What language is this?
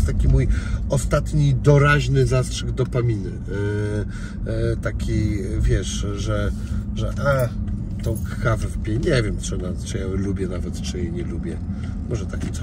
Polish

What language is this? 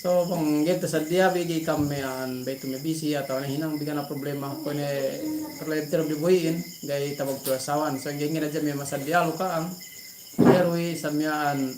Yakan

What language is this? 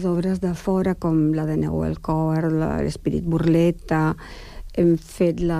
Catalan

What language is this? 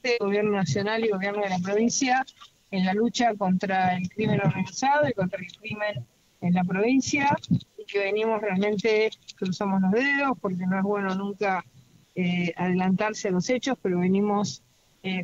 Spanish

